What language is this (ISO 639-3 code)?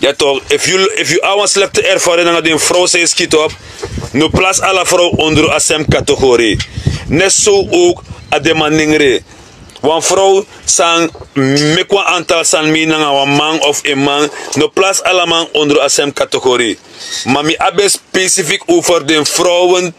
srn